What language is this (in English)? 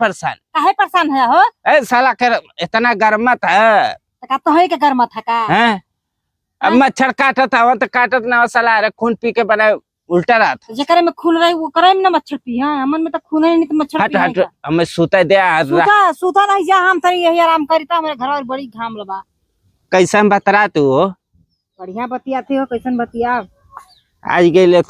Bhojpuri